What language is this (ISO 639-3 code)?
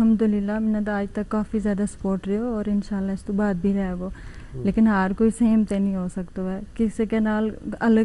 gju